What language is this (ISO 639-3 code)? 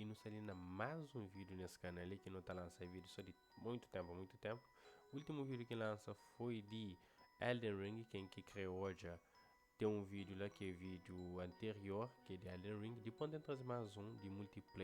kea